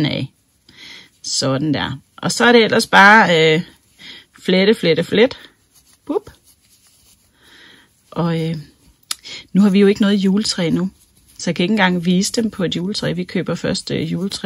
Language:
Danish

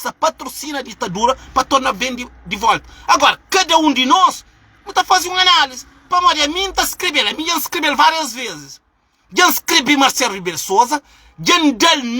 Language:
Kabuverdianu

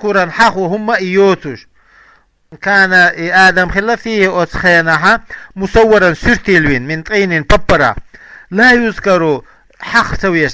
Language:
Chechen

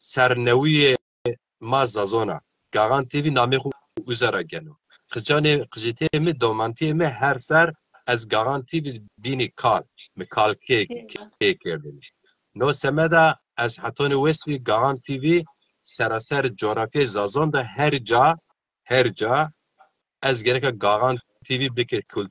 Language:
Zaza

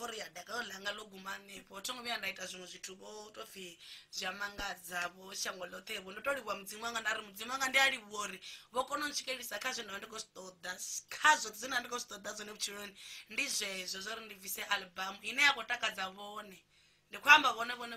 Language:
Venda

